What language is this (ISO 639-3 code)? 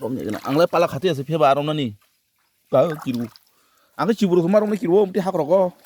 trp